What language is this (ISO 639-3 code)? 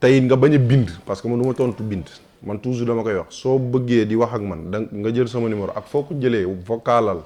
wol